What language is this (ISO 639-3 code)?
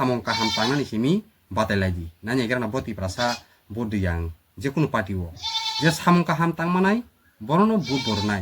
trp